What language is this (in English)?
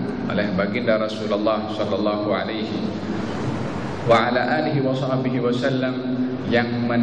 Malay